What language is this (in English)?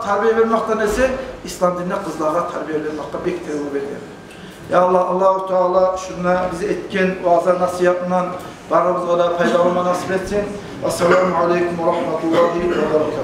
Kumyk